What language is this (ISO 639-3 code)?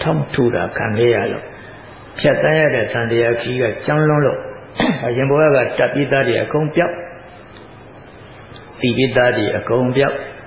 mya